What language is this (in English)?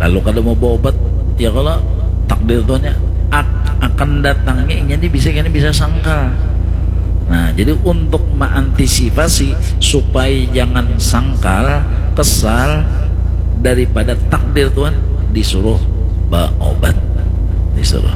Banjar